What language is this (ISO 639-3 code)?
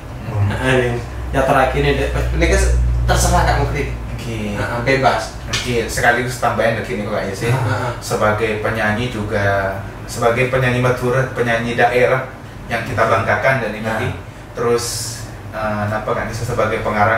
mad